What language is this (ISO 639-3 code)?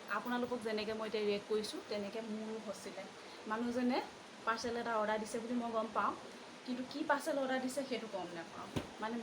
asm